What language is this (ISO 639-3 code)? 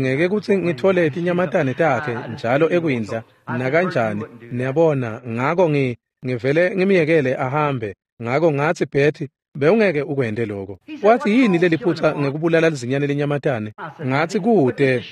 ssw